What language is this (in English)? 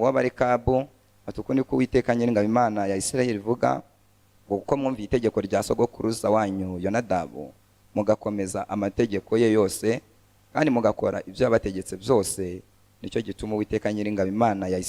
Kinyarwanda